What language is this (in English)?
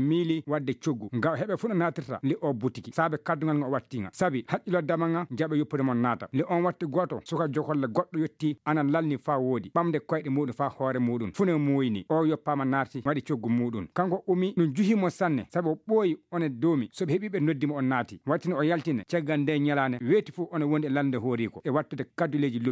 Fula